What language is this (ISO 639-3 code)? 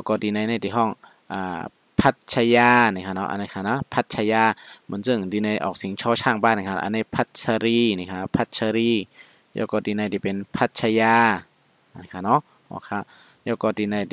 shn